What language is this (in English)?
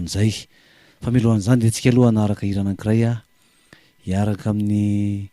Malagasy